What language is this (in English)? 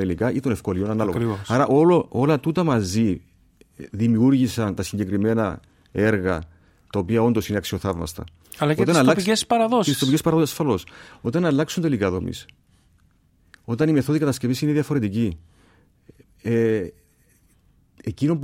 Greek